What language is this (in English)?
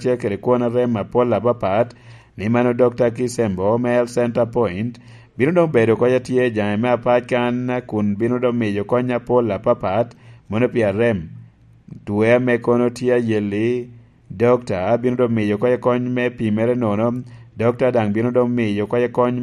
Lango (Uganda)